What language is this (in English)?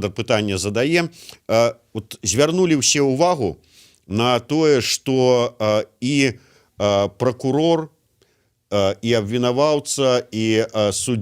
Belarusian